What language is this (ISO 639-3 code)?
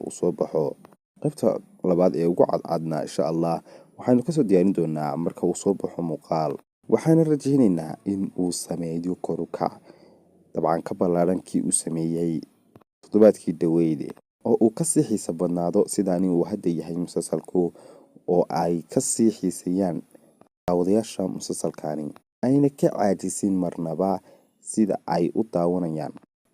som